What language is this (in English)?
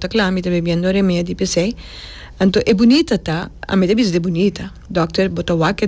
Papiamento